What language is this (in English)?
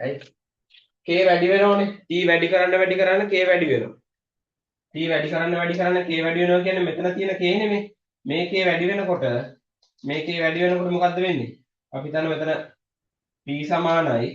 Sinhala